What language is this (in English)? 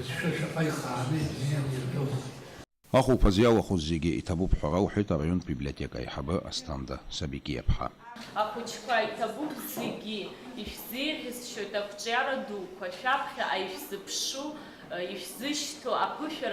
Abkhazian